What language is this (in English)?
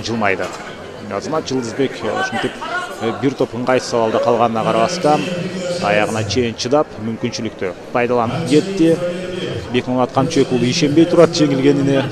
Kyrgyz